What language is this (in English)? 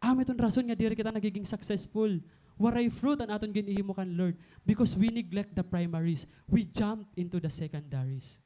Waray